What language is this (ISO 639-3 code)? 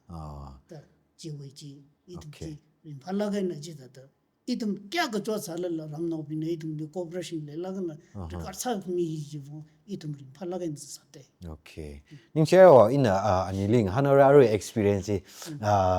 nmf